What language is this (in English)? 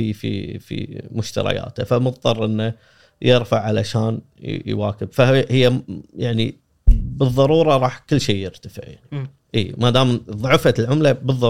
Gulf Arabic